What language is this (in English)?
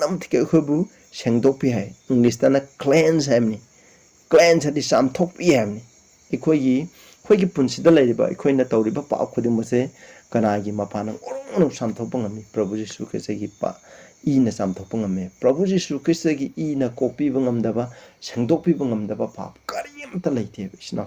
Manipuri